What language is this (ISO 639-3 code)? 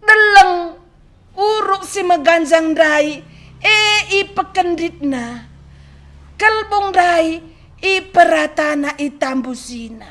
btx